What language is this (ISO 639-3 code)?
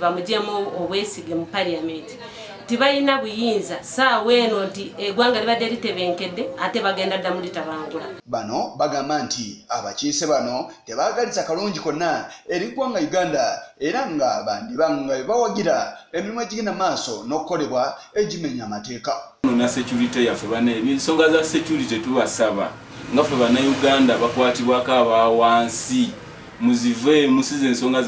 lug